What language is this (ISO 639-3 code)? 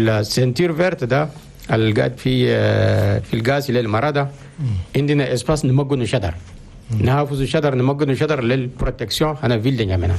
shu